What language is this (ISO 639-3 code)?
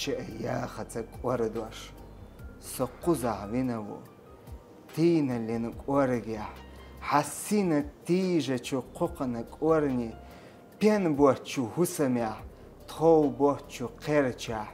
che